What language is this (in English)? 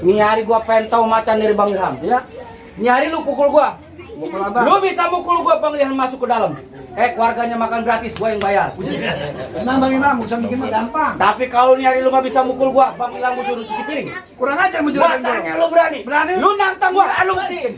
Betawi